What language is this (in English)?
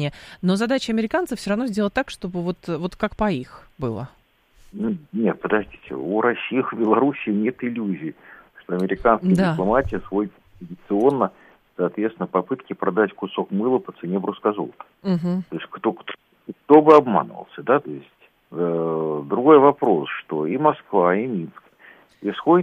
Russian